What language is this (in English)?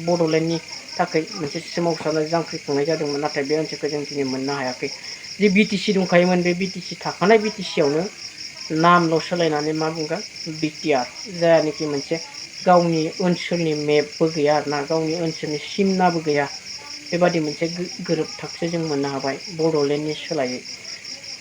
Bodo